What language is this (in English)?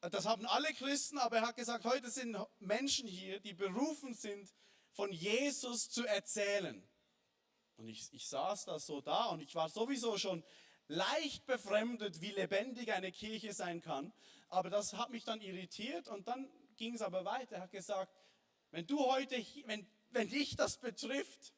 Swiss German